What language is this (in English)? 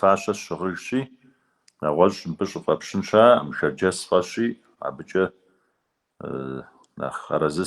Kabardian